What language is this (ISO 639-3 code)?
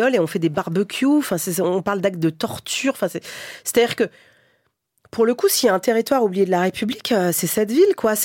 fra